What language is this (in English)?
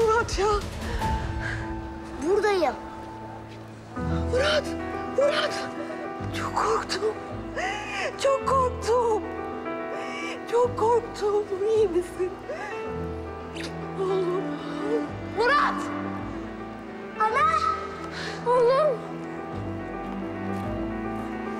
Turkish